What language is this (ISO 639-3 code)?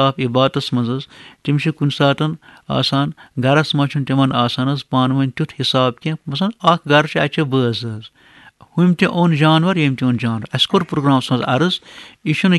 kas